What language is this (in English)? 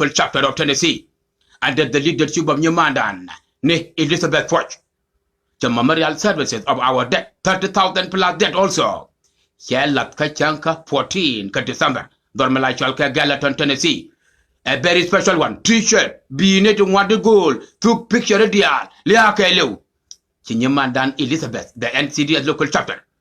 Nuer